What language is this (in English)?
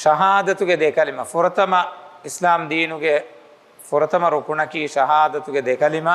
Divehi